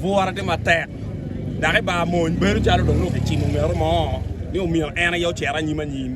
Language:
Acoli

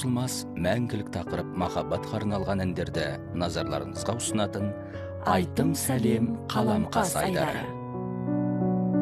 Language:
Kazakh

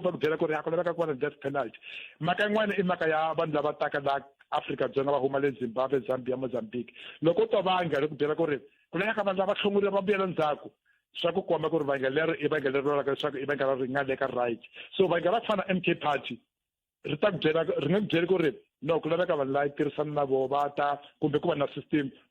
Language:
Tsonga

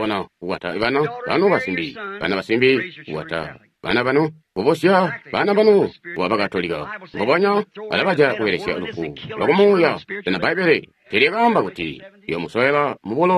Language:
Tonga (Zambia)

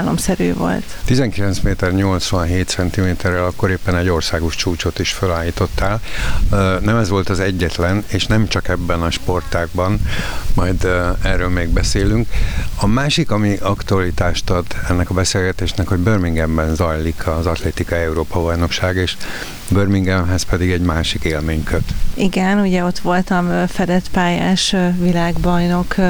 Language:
Hungarian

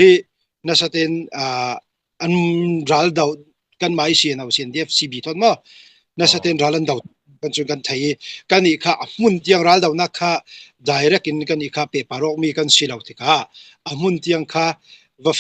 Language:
Falam Chin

